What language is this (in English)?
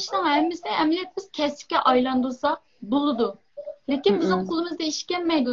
Uyghur